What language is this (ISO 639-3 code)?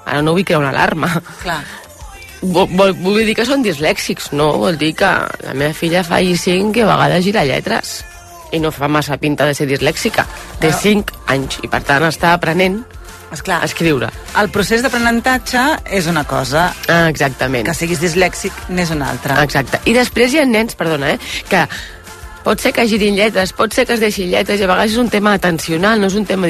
cat